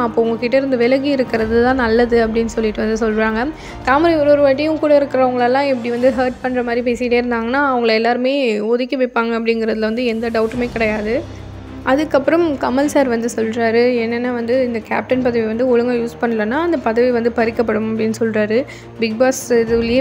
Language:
Tamil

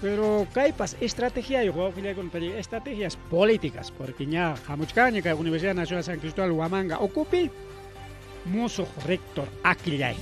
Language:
Ayacucho Quechua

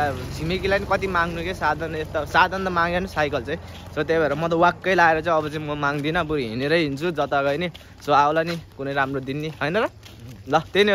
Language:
Nepali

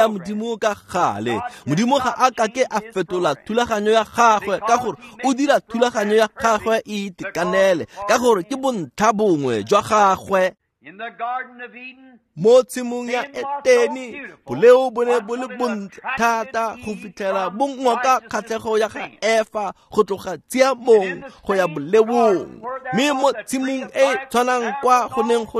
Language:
Tswana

